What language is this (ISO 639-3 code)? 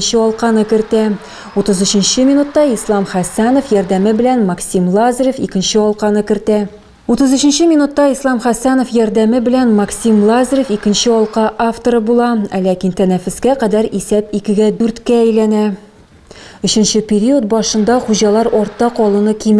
tat